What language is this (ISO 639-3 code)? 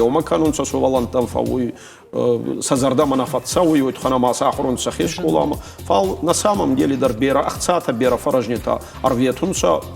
oss